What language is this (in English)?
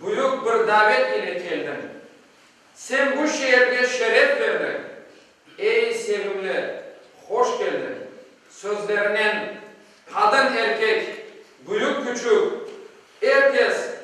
Crimean Tatar